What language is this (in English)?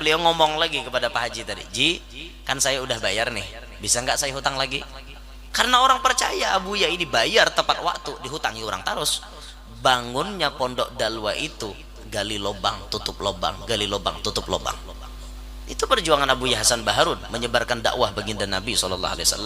Banjar